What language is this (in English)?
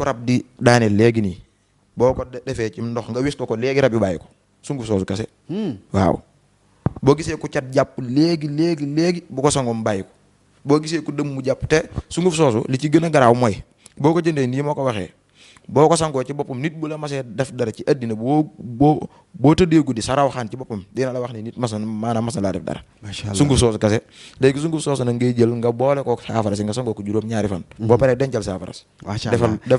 Wolof